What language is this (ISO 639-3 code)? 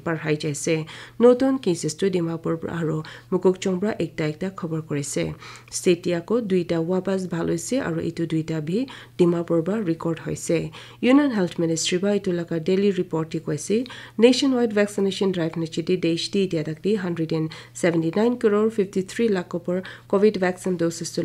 nag